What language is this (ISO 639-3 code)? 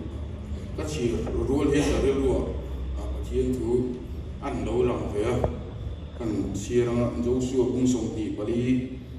lus